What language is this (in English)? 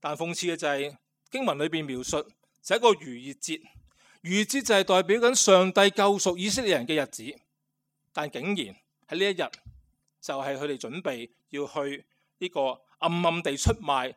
Cantonese